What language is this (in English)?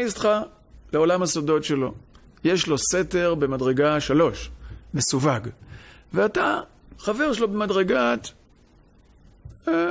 Hebrew